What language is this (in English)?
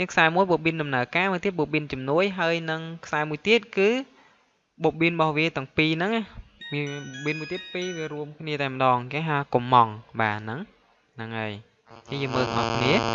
Khmer